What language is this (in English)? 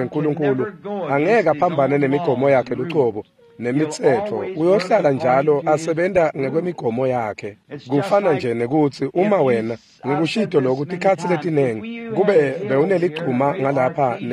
Swati